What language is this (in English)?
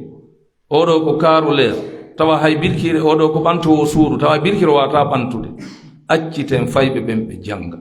Pular